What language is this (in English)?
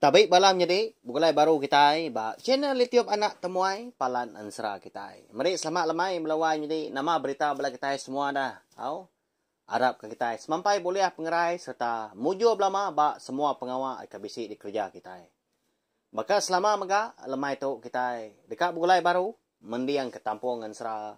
Iban